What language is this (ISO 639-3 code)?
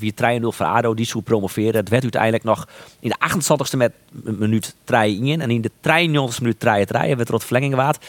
fry